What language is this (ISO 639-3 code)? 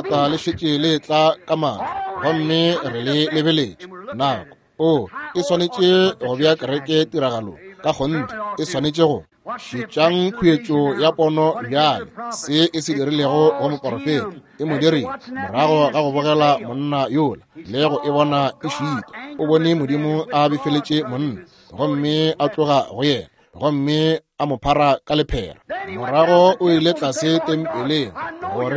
nso